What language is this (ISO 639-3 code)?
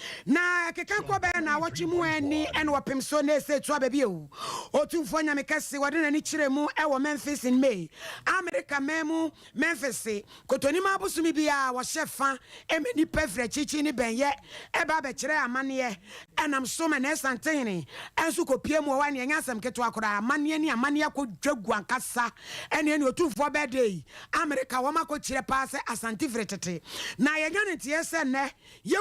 aka